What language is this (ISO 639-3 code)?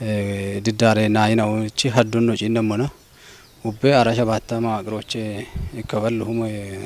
kbr